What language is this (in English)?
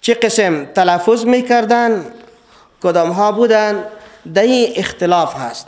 Persian